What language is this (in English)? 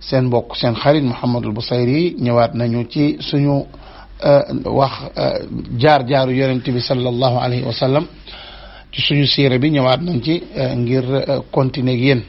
Wolof